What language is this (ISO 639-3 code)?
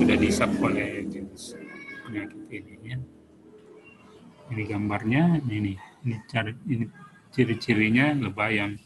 ind